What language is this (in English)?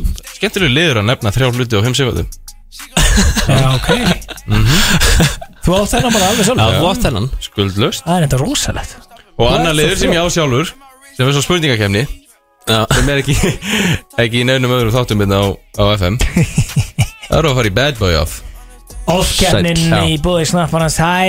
Icelandic